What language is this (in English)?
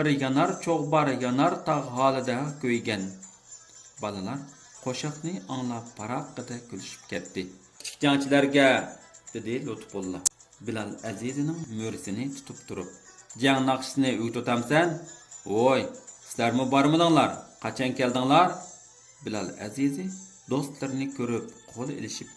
Uyghur